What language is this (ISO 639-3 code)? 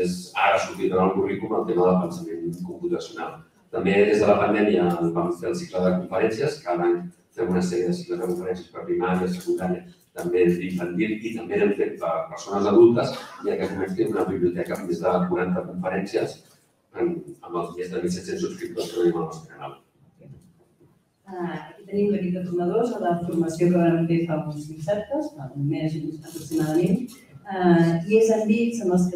cat